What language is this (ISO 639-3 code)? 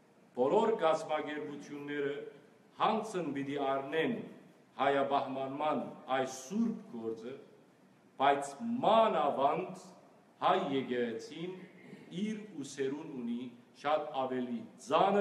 hyw